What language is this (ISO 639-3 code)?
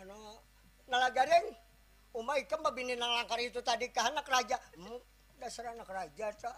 bjn